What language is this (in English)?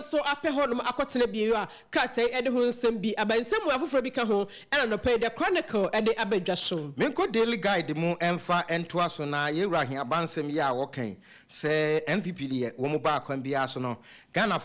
Akan